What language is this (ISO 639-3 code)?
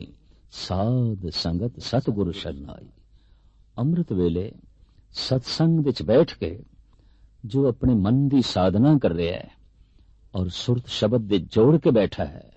pan